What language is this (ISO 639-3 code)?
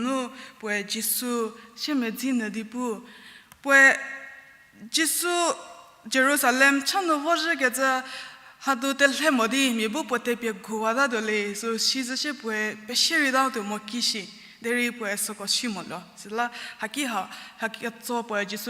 njm